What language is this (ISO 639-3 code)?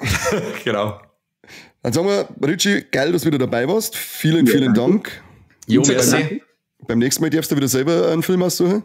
bar